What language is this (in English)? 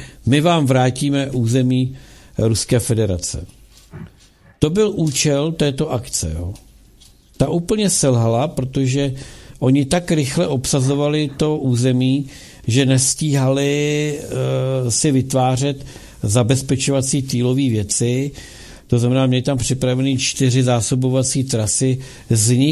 Czech